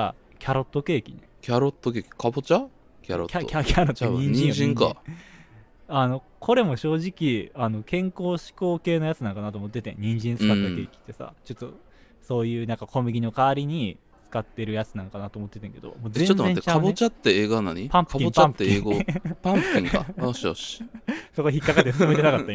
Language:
Japanese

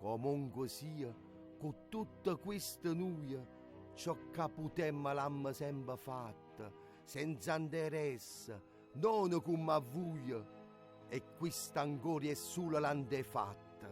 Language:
Neapolitan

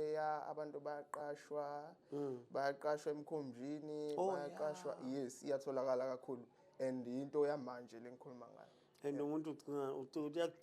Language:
Zulu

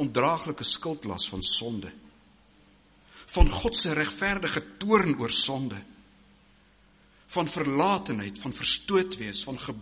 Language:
Afrikaans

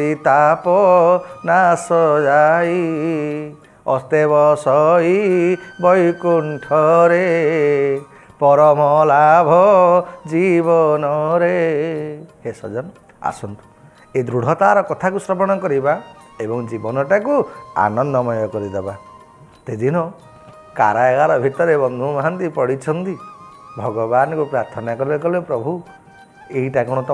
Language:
Odia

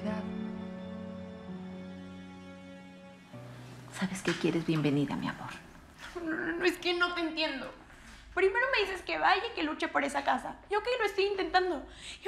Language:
Spanish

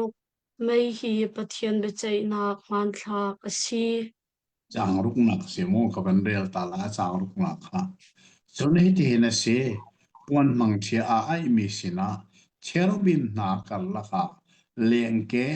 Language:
Hakha Chin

